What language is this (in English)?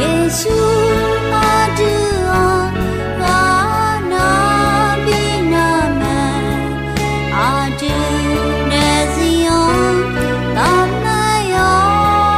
Akha